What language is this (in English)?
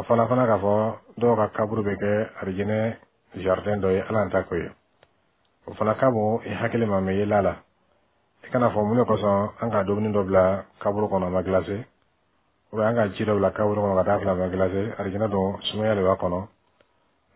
Bambara